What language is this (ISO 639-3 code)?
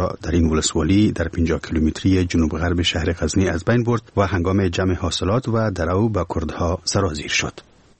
fas